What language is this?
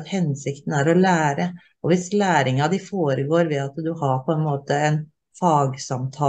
Norwegian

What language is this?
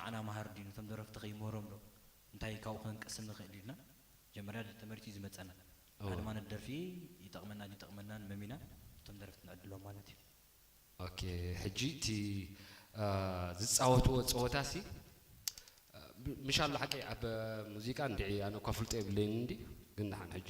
Tigrinya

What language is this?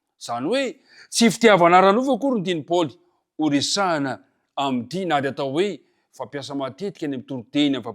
Malagasy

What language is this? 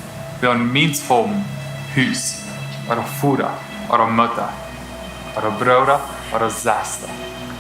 Plautdietsch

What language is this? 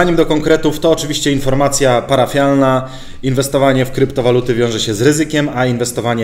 Polish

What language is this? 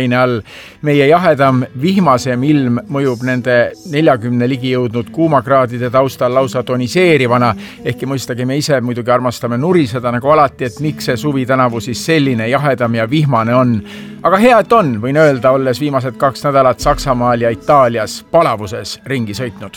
Estonian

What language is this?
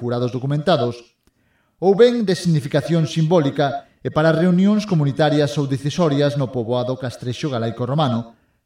Galician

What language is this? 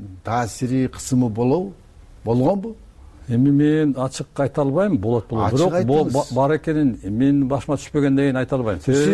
Kyrgyz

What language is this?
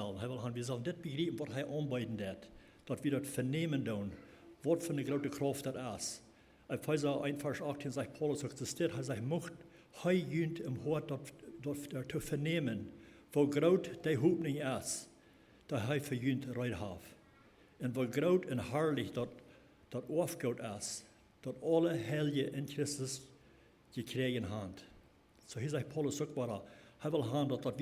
Plautdietsch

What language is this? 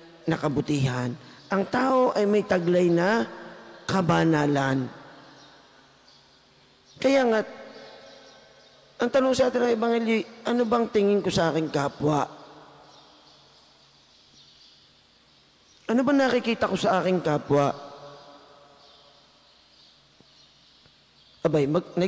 Filipino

